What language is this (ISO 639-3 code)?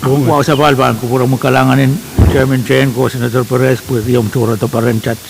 pon